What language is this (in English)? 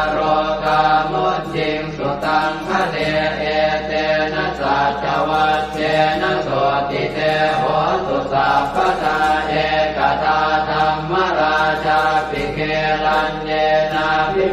Pali